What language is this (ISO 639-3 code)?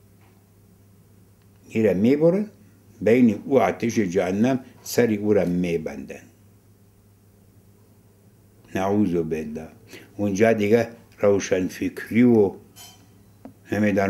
fas